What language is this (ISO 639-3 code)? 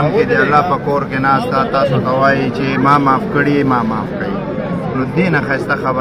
pus